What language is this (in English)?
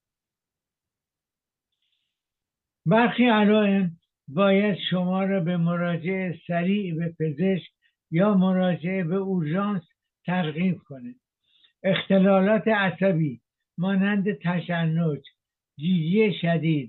Persian